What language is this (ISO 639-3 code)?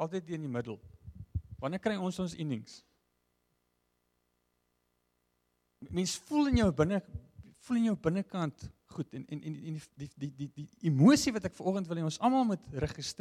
afr